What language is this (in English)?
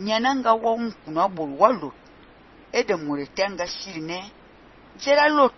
Fang